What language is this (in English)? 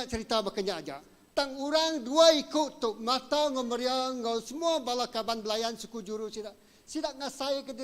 Iban